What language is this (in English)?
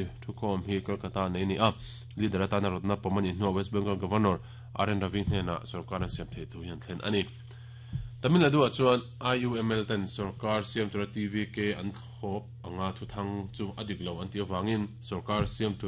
Mizo